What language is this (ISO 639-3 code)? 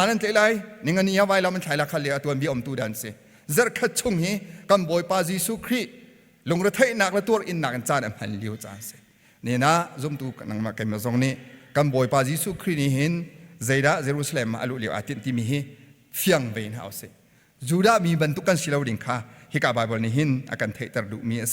cnh